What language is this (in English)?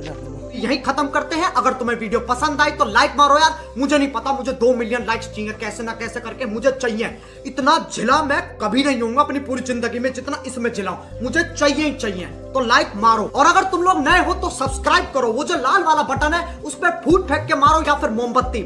Karbi